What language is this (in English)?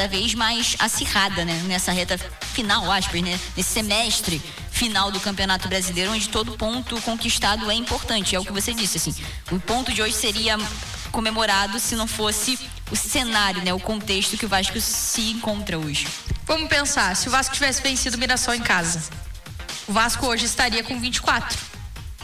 Portuguese